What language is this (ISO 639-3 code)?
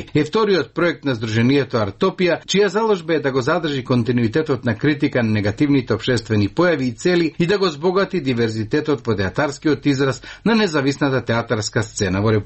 mkd